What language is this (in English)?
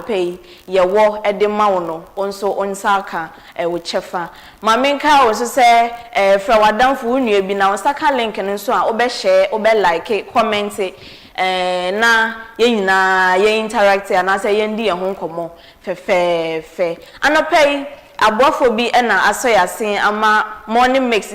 Akan